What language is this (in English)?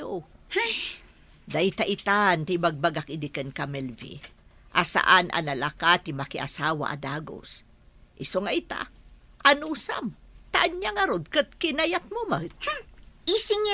Iloko